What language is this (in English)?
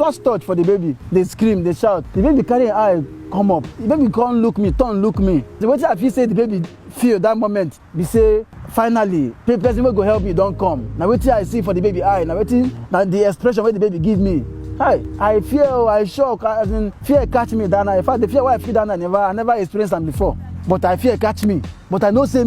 Nigerian Pidgin